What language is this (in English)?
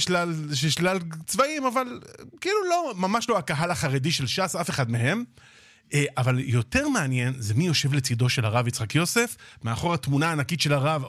Hebrew